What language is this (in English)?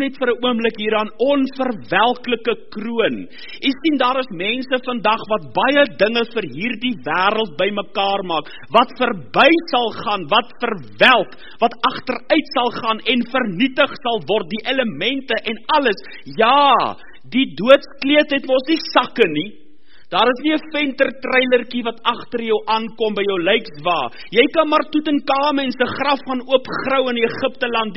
Afrikaans